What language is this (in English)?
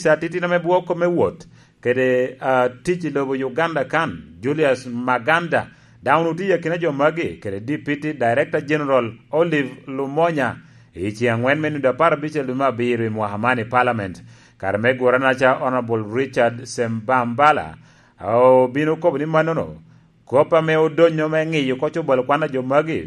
Lango (Uganda)